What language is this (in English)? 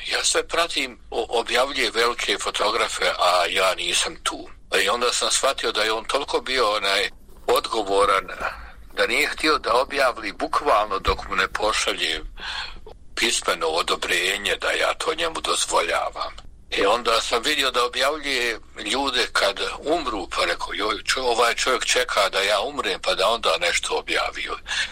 Bosnian